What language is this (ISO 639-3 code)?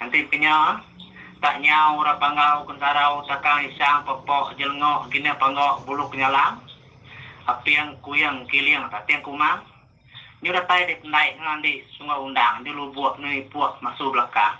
iba